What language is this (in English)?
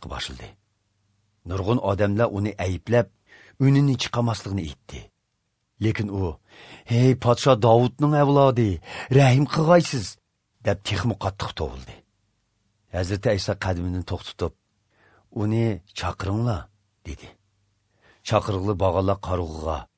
Uyghur